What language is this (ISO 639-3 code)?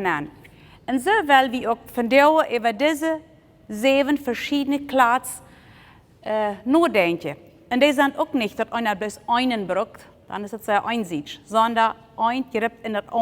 pdt